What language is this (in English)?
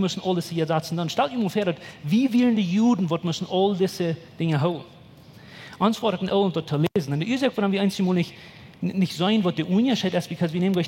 Plautdietsch